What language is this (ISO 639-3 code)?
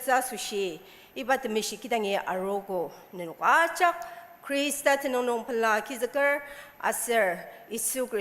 njo